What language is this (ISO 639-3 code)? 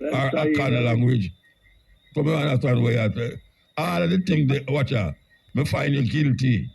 jam